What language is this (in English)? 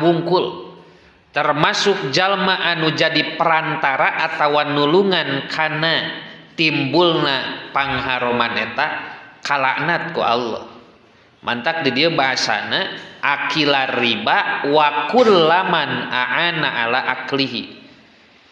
Sundanese